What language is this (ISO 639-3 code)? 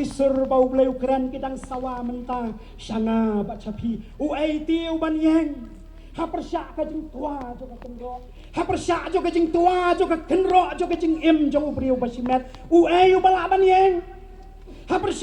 kha